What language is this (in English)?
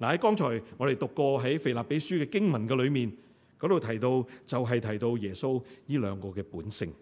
Cantonese